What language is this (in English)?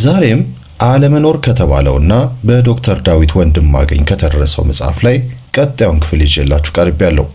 Amharic